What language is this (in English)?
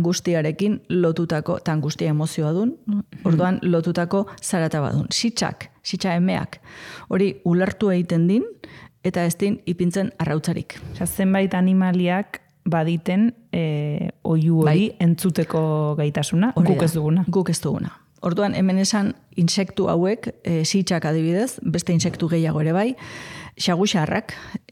Basque